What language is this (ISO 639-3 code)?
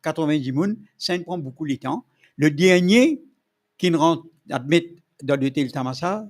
mfe